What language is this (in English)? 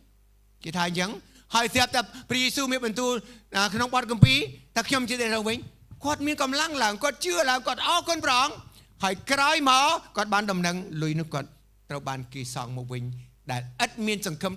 Khmer